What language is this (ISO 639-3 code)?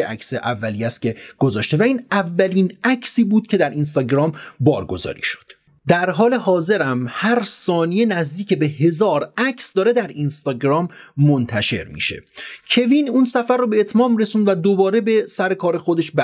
fas